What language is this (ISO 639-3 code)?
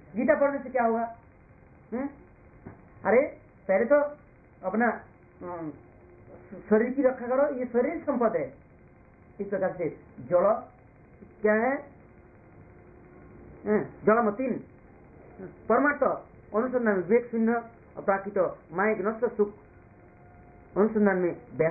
hin